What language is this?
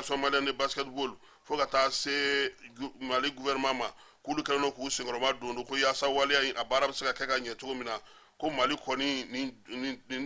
Bambara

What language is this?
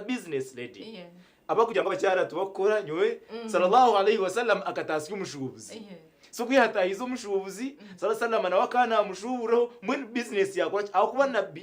Nyankole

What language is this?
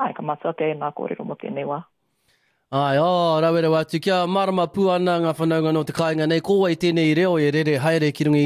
Māori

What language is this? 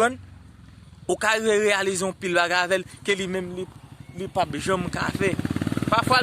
Haitian Creole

